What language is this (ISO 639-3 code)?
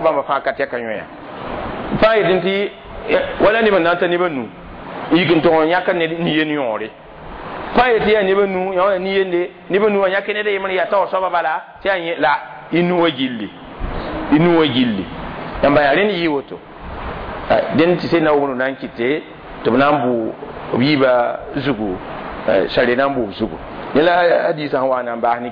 mos